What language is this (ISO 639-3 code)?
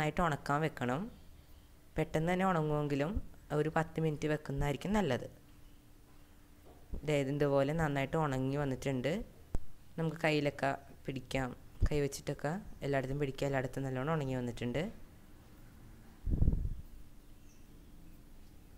mal